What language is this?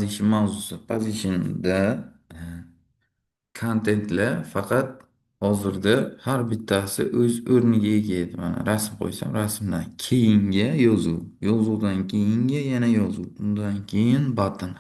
Uzbek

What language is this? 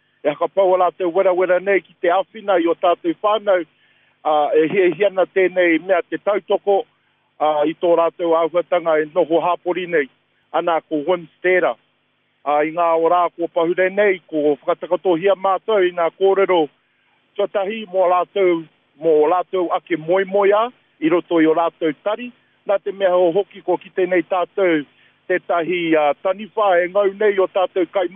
Māori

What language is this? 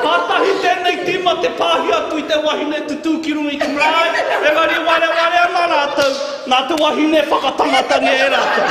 Māori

